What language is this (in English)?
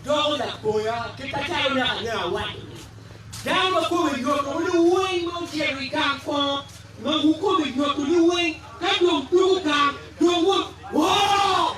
Acoli